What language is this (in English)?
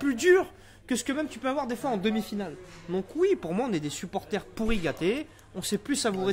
French